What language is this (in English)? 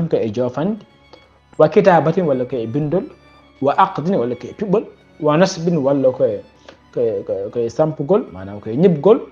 Fula